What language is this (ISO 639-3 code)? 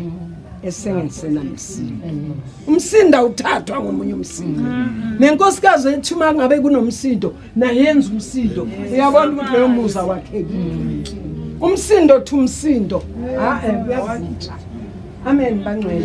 zul